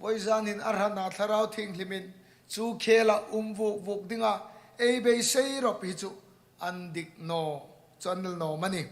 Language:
Hmar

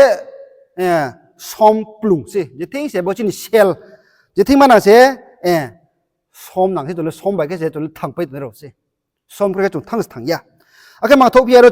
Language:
Riang (India)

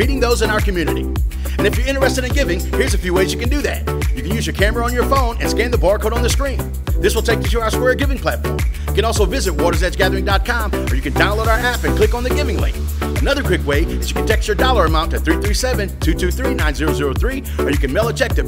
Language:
English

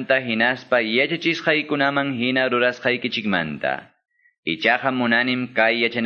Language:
Quechua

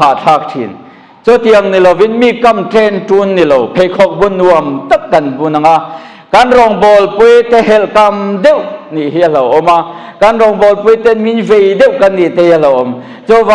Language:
Mizo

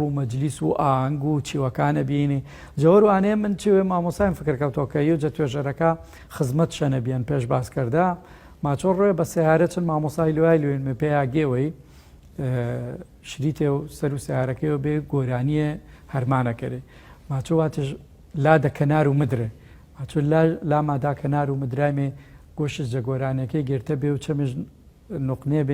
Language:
Gurani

